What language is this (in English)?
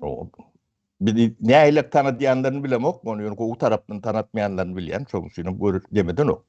Turkmen